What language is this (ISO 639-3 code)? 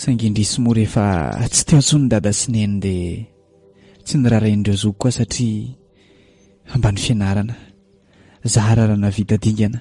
mlg